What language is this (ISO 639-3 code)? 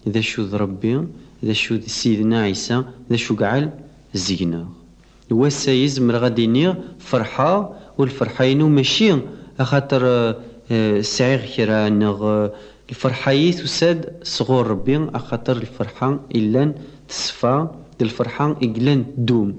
kab